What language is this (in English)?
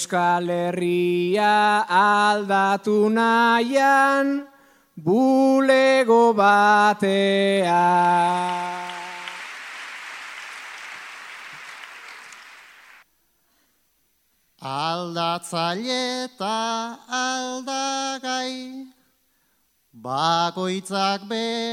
Basque